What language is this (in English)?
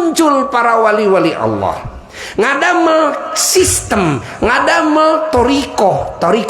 Sundanese